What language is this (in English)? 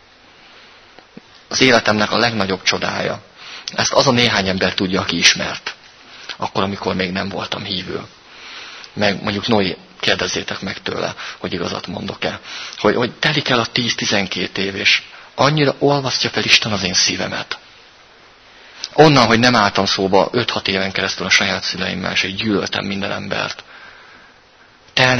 Hungarian